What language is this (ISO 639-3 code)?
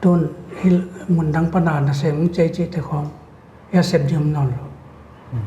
pck